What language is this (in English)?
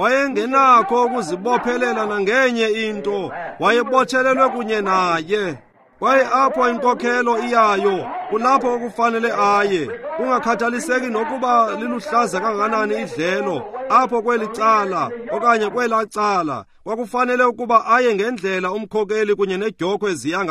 Xhosa